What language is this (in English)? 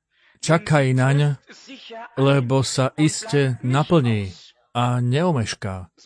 Slovak